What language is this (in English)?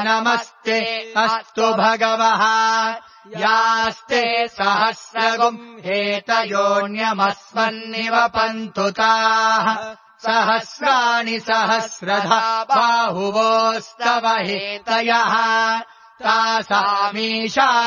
Sanskrit